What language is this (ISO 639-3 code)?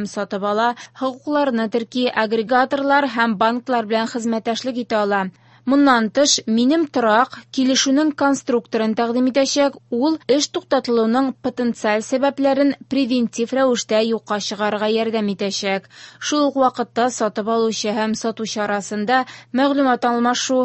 tat